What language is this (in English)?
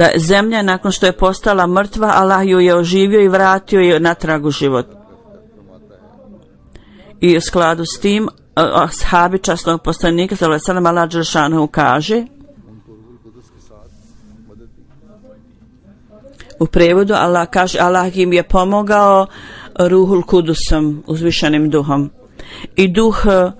Bosnian